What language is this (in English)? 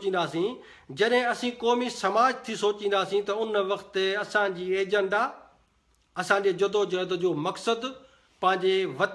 Sindhi